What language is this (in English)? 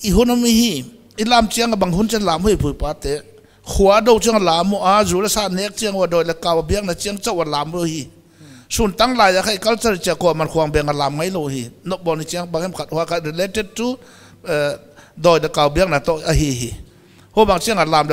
Paite Chin